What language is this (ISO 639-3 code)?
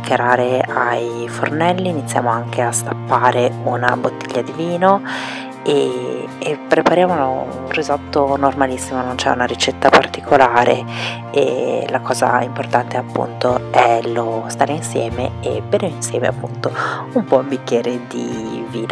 ita